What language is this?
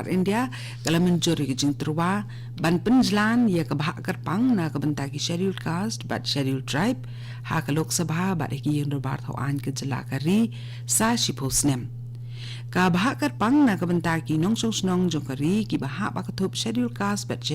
Khasi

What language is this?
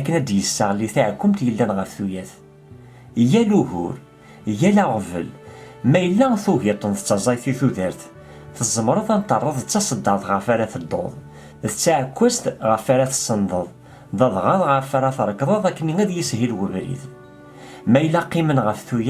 Kabyle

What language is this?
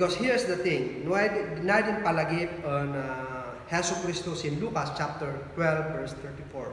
Kankanaey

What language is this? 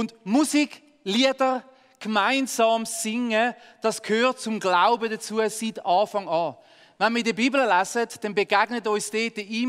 Swiss German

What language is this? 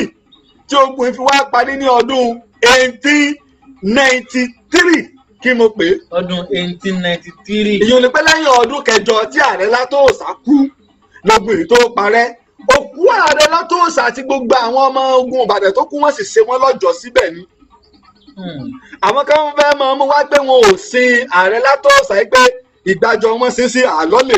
Yoruba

